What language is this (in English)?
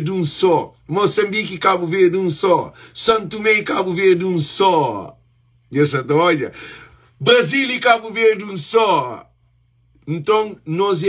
Kabuverdianu